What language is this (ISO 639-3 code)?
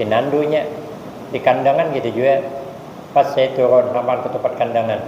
bjn